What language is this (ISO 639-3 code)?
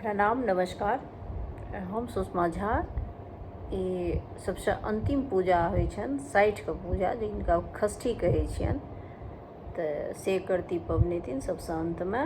mai